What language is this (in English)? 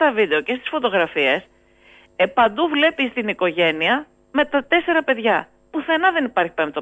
Greek